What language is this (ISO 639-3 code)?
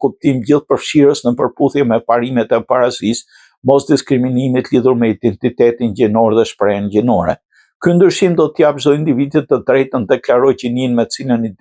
sqi